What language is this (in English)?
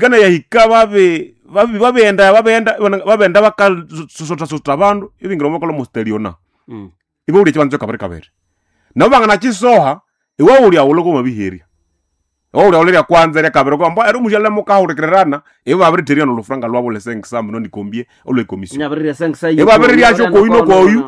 Nande